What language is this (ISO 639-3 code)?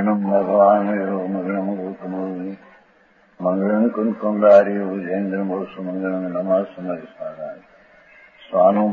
guj